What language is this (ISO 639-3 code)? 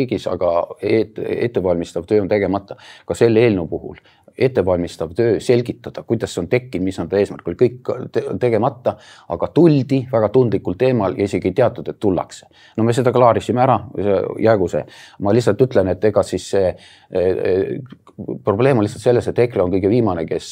est